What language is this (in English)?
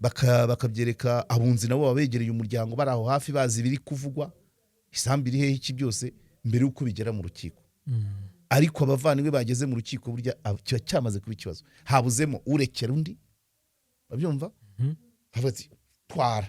Kinyarwanda